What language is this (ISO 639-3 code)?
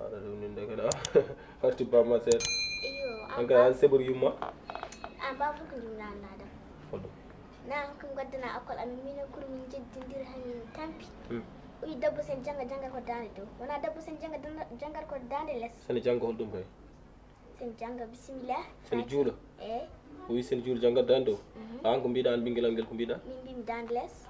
ful